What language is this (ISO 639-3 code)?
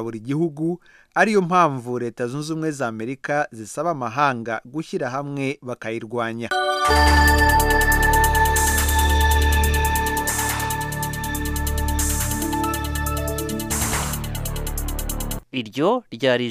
kin